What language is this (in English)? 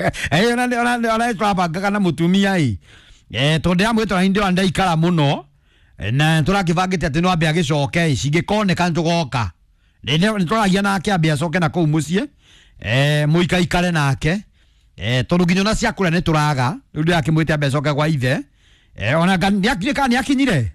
Kikuyu